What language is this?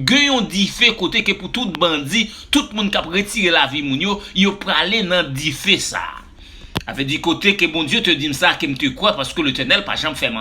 Haitian Creole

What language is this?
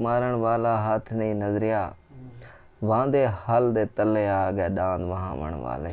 Saraiki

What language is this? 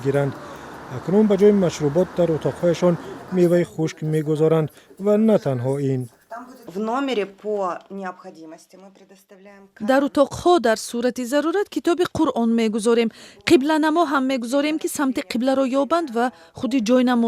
Tajik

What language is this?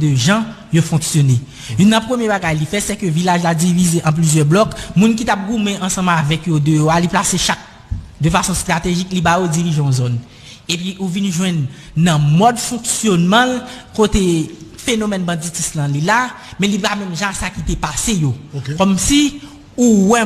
Haitian Creole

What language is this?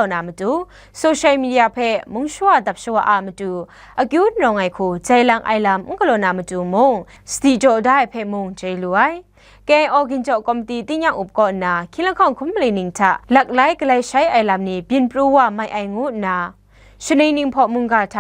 Kachin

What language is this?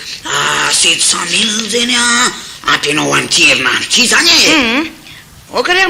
Malagasy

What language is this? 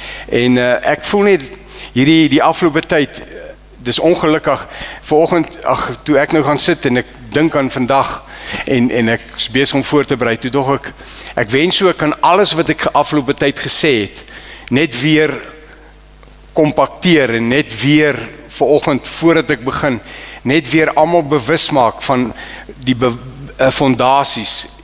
Afrikaans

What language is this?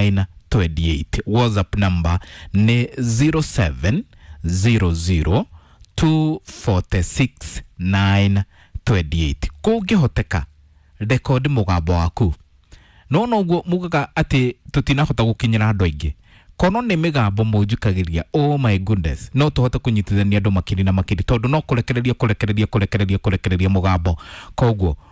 Kikuyu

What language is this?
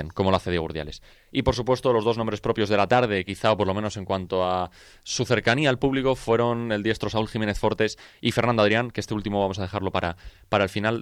Spanish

